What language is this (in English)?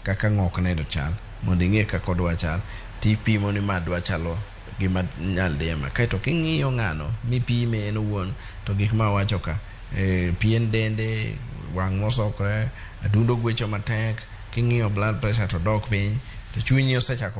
Luo (Kenya and Tanzania)